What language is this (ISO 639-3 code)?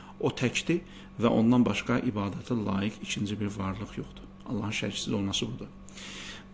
aze